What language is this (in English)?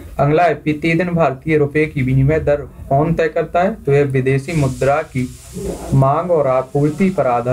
Hindi